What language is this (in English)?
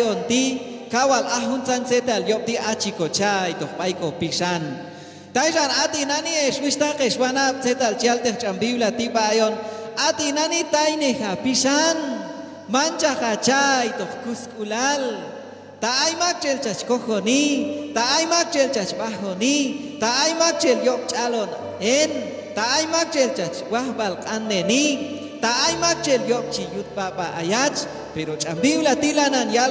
Q'anjob'al